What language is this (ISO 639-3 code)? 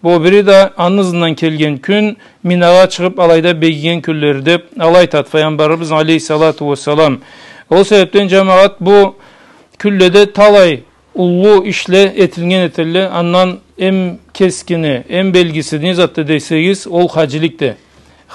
krc